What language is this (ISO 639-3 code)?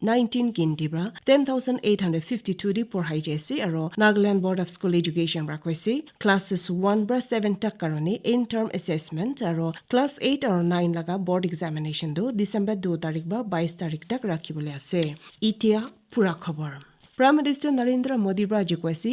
nag